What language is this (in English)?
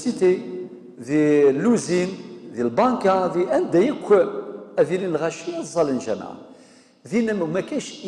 Kabyle